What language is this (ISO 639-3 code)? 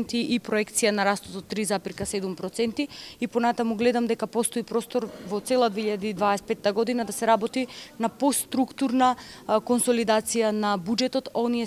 mkd